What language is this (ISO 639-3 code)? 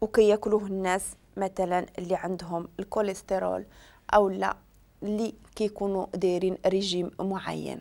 ary